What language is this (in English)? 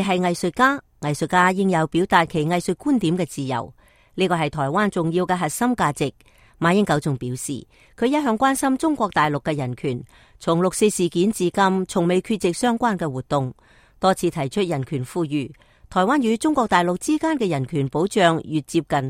Cantonese